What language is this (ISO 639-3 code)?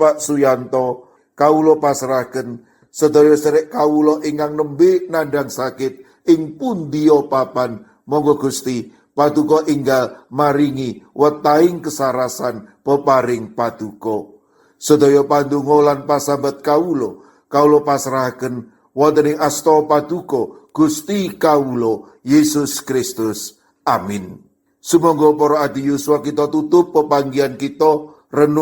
jav